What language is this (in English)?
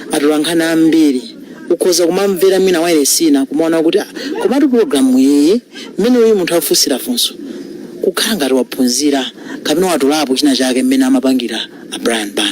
Nyanja